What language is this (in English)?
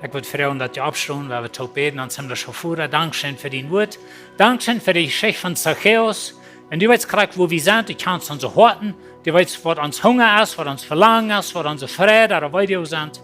Plautdietsch